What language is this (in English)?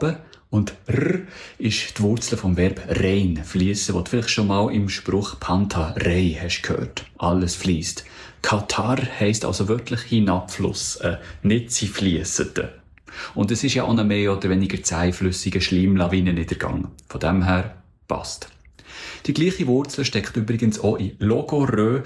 Swiss German